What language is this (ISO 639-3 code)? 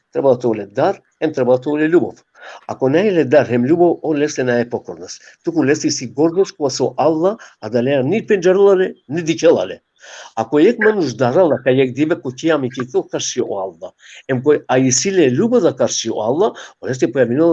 rmn